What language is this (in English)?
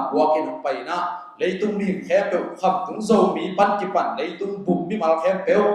Tedim Chin